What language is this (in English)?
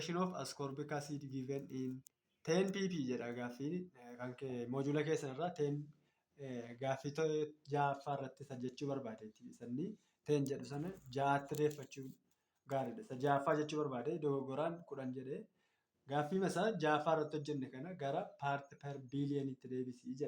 Oromo